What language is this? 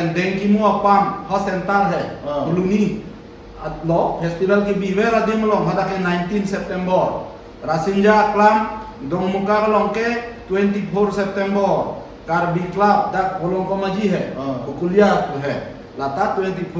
Karbi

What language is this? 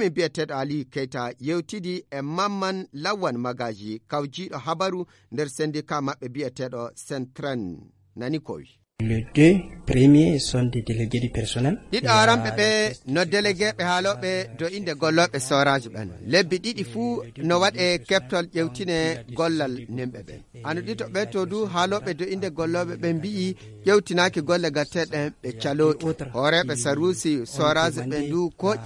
Fula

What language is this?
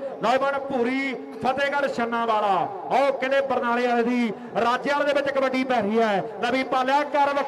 Punjabi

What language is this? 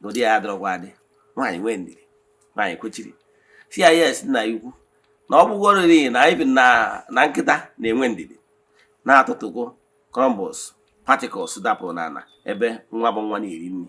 Igbo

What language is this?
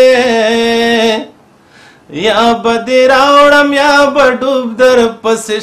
Pashto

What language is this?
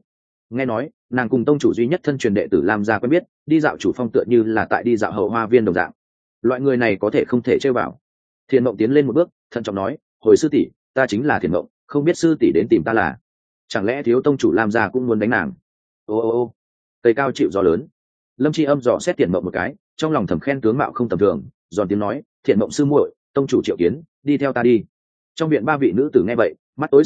Vietnamese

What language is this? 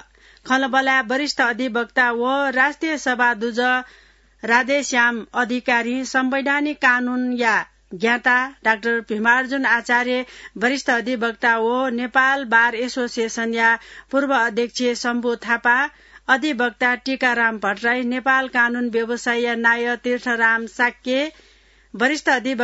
Newari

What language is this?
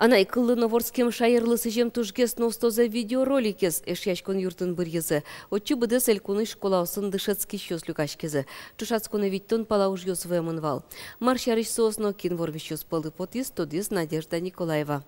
Udmurt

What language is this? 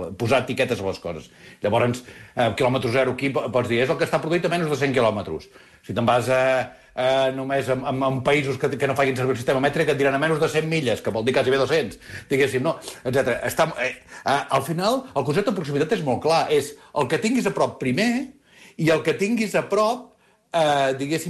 Catalan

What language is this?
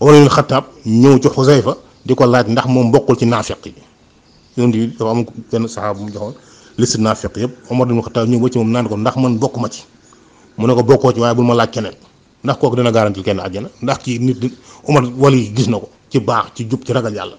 Wolof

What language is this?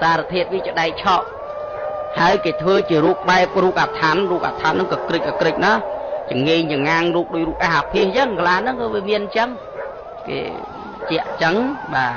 Khmer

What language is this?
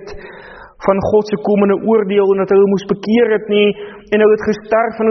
Afrikaans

